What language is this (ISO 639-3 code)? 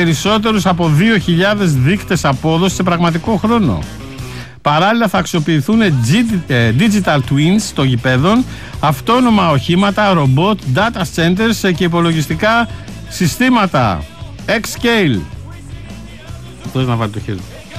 ell